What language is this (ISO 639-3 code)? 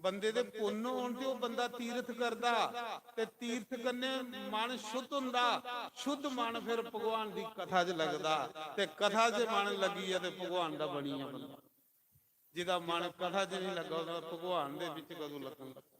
doi